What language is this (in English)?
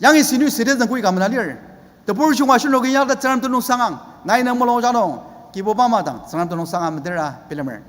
Ao Naga